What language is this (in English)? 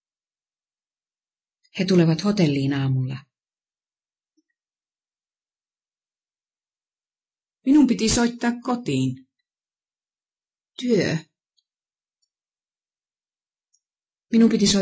Finnish